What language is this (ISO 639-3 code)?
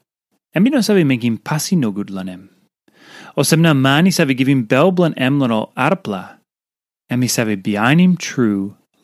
tpi